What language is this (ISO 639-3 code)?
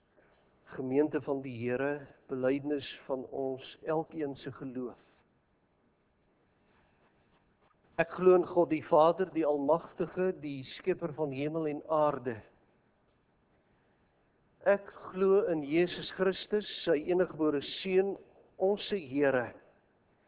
afr